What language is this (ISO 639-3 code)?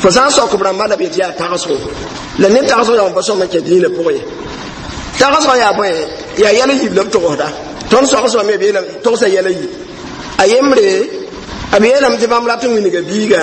mos